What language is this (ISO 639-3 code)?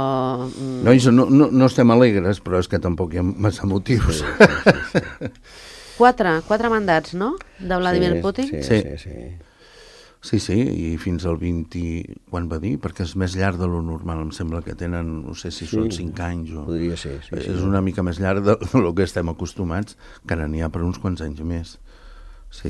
cat